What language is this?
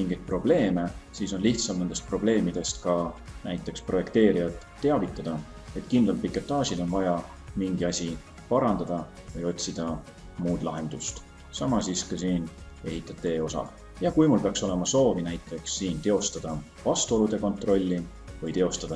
Estonian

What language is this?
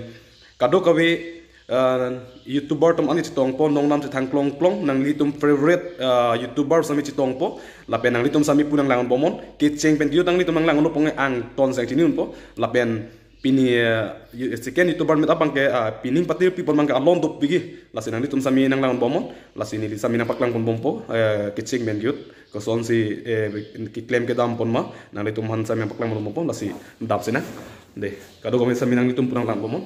Karbi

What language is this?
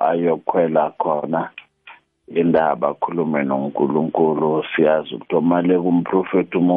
South Ndebele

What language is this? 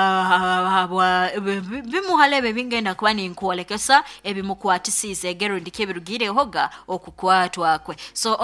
Nyoro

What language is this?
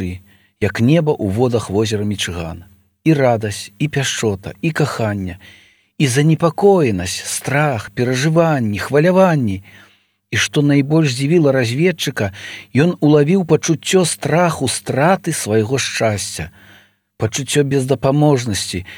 Belarusian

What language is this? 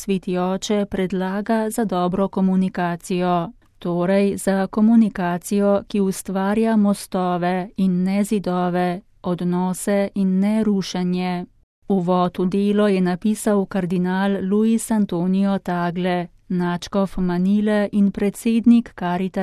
Slovenian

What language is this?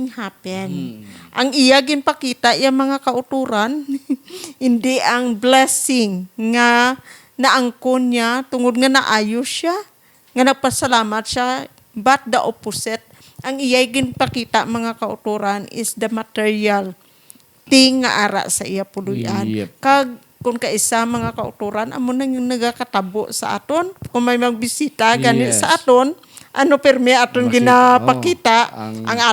Hiligaynon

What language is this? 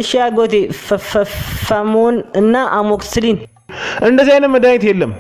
Amharic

